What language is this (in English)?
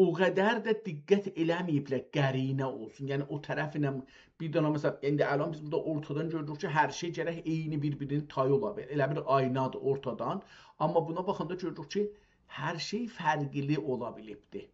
South Azerbaijani